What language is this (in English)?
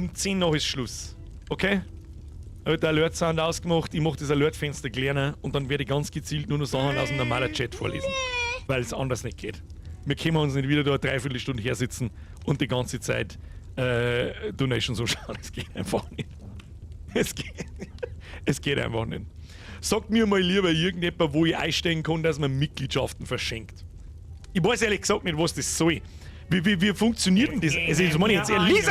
Bavarian